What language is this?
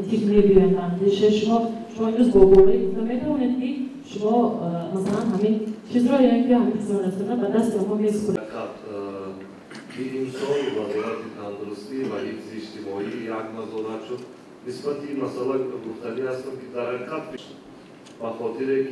Tajik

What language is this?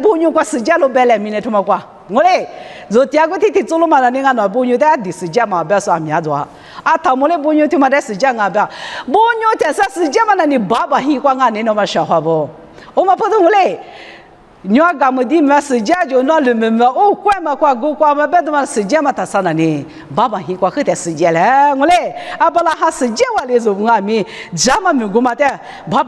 Lisu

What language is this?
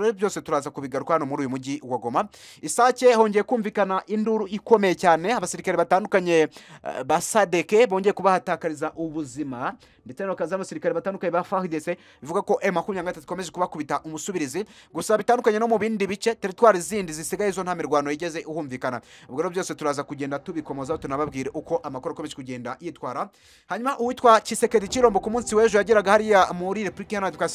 Kinyarwanda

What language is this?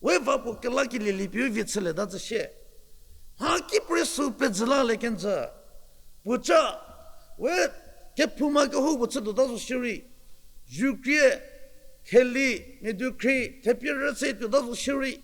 Angami Naga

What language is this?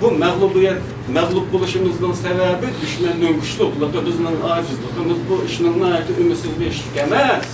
Uyghur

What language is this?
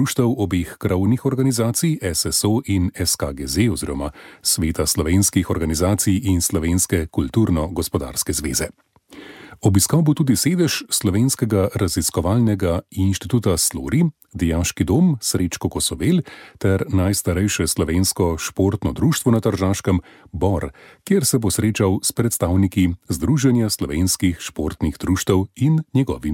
Slovenian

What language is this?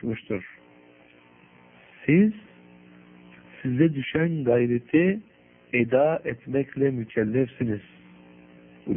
Turkish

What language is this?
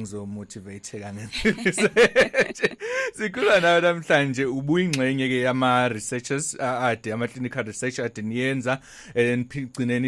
Zulu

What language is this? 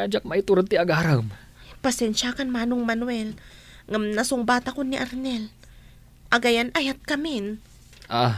Iloko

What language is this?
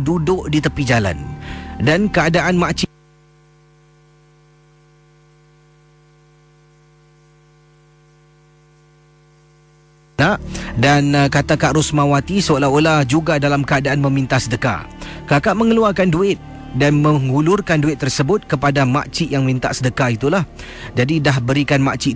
Malay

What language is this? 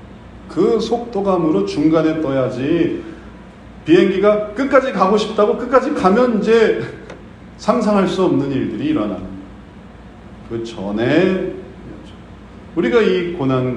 Korean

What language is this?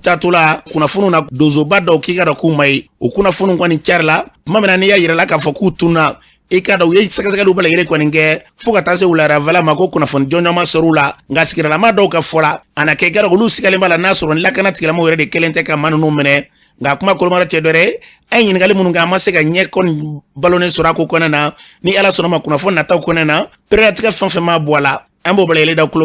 Bambara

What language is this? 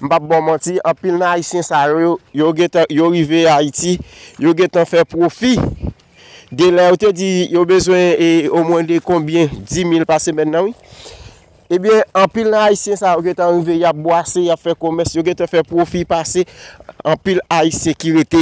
Haitian Creole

